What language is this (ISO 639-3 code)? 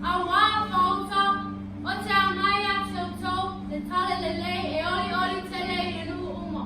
smo